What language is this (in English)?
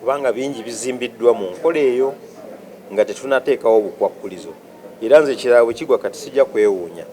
Ganda